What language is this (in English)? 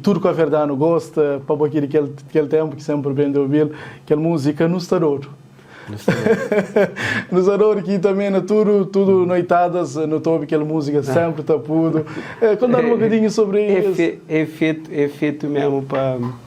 Kabuverdianu